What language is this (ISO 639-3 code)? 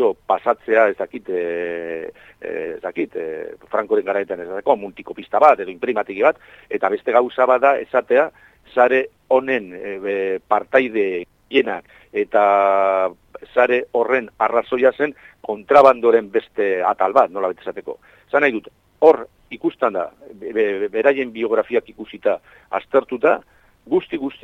eus